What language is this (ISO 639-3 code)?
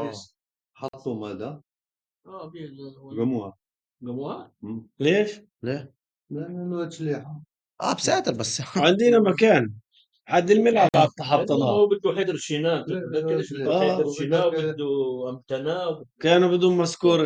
apc